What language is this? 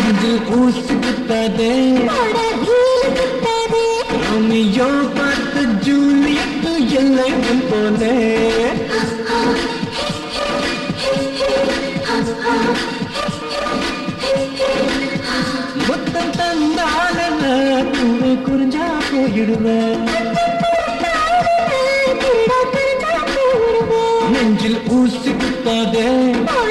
Tamil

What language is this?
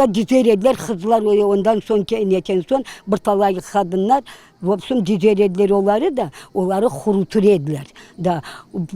Crimean Tatar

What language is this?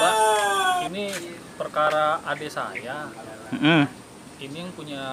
Betawi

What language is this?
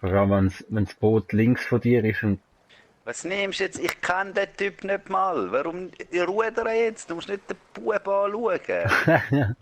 Swiss German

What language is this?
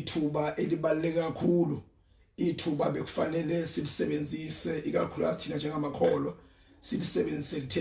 Zulu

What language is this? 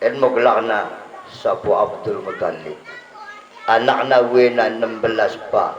Batak Dairi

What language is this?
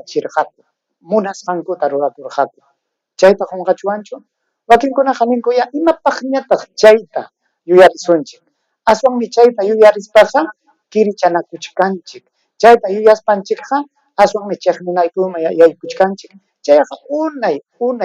Ayacucho Quechua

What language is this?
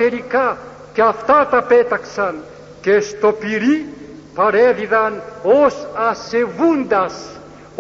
Greek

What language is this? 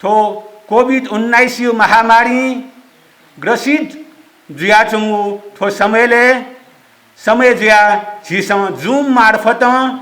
Newari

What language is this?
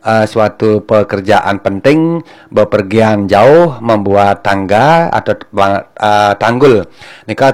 Balinese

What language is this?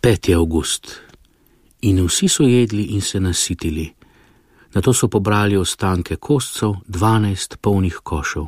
Slovenian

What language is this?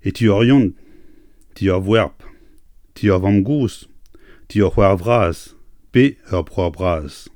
Breton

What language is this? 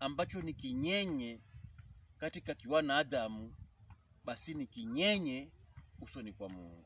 Pokomo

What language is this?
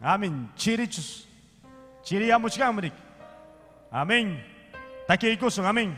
Ayacucho Quechua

